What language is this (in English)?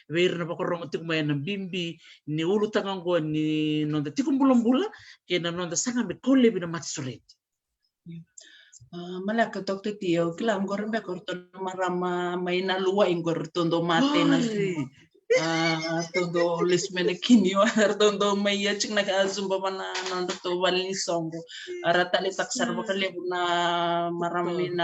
Fijian